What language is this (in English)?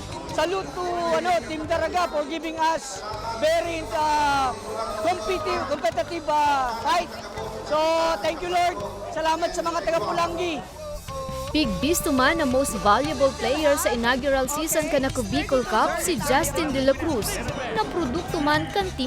Bikol